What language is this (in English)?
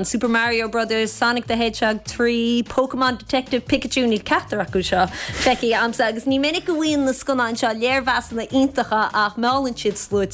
Irish